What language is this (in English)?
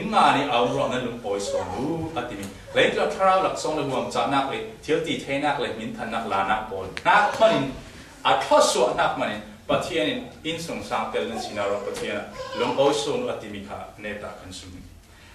Falam Chin